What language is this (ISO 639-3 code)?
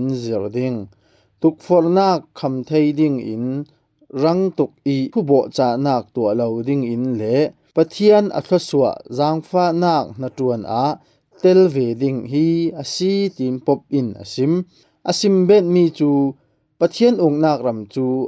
cfm